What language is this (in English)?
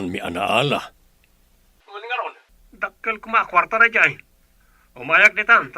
Iloko